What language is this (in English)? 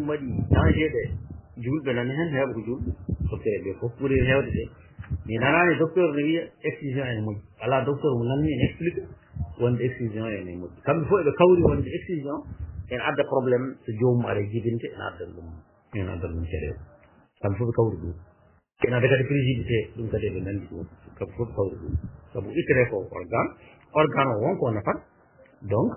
Fula